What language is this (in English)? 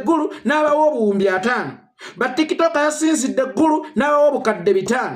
Ganda